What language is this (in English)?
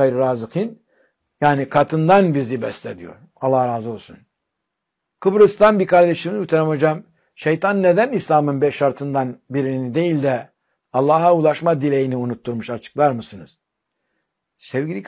Turkish